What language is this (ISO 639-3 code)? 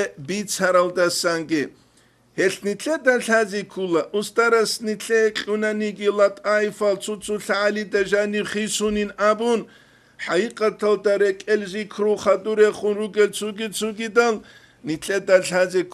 ava